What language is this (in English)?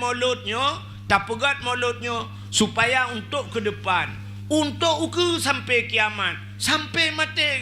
Achinese